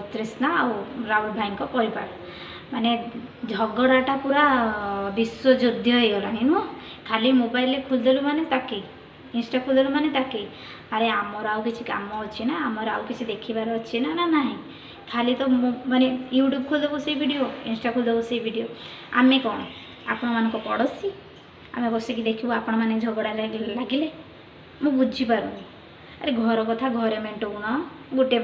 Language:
Odia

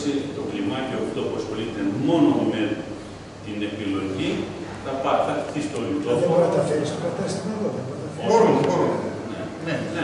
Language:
Greek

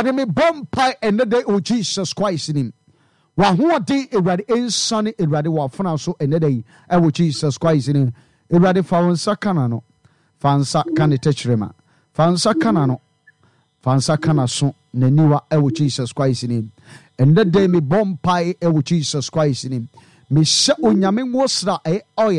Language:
Akan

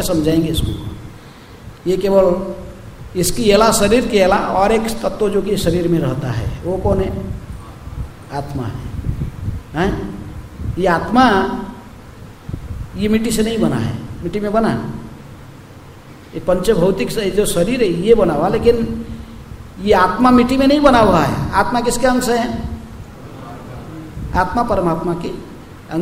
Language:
Hindi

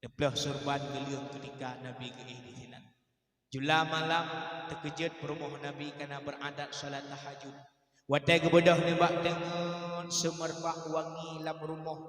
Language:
Achinese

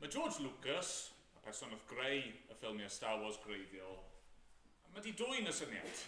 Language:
Welsh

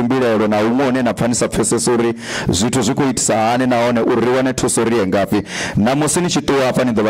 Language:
Venda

